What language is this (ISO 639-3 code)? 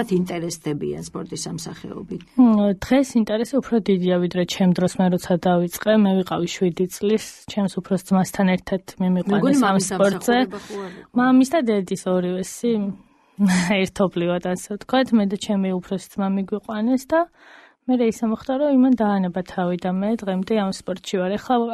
kat